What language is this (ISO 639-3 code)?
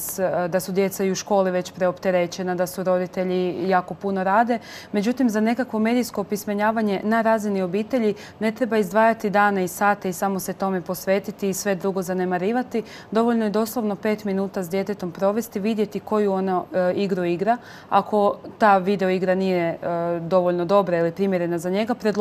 hrv